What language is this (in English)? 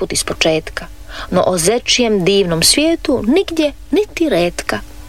Croatian